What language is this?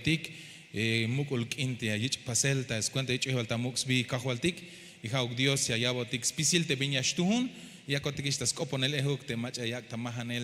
Tzeltal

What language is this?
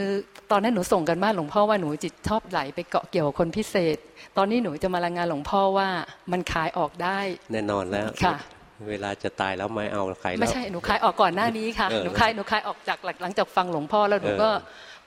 Thai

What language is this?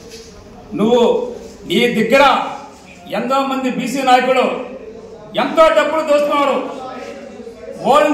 Telugu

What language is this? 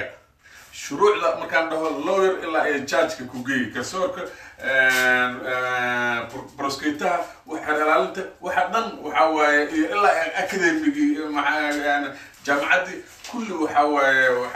Somali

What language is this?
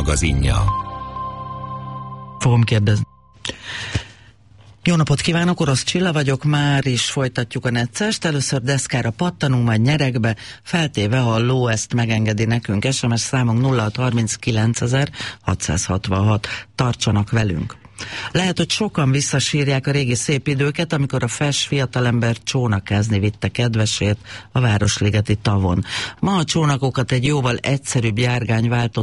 Hungarian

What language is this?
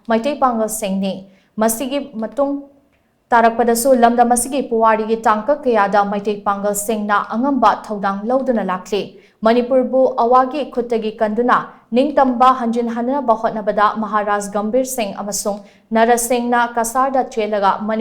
Manipuri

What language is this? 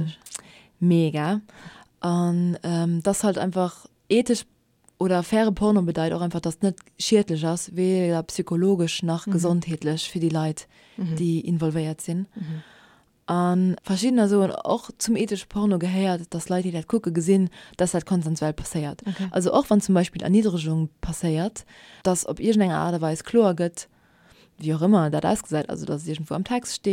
Luxembourgish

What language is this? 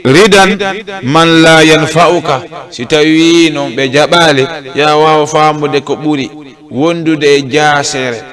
Fula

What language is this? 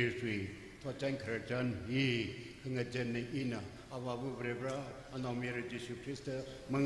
Tangkhul Naga (India)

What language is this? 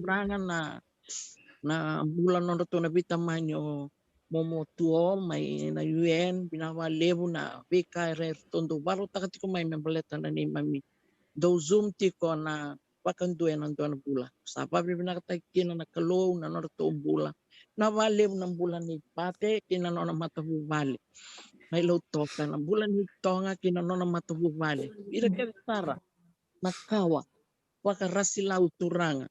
Fijian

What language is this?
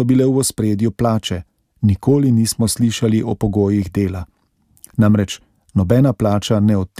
Slovenian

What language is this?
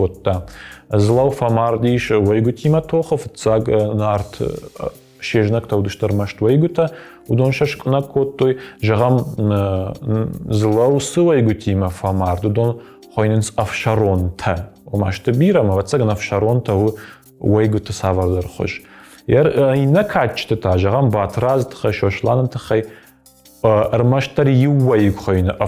Ossetic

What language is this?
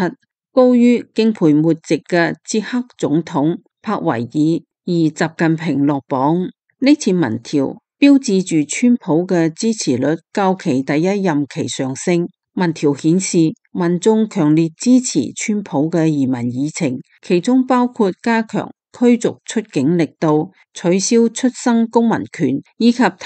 Cantonese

